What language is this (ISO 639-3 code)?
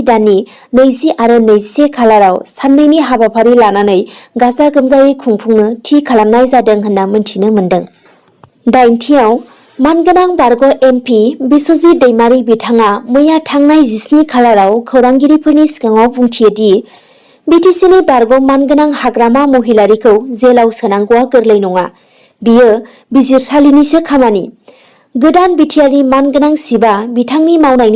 brx